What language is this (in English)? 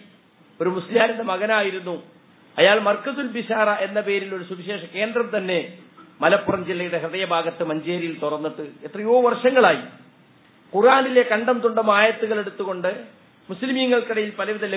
Malayalam